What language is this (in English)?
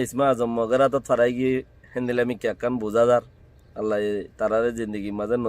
Rohingya